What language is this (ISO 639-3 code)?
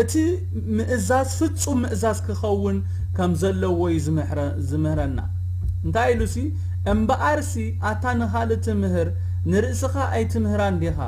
tir